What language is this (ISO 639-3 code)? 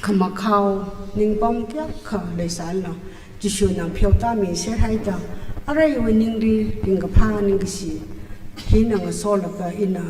nmf